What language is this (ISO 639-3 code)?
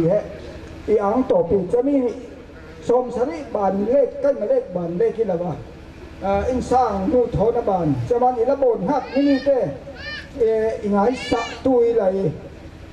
cfm